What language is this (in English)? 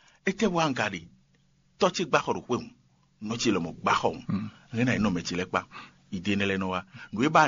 Fon